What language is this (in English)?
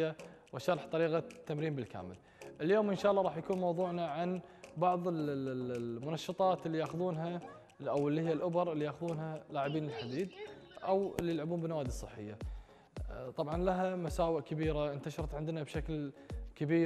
Gulf Arabic